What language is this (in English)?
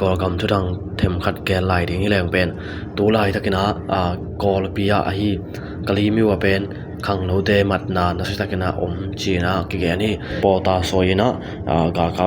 Tedim Chin